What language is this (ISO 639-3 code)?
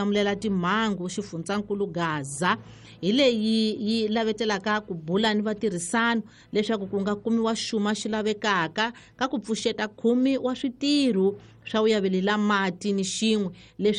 tso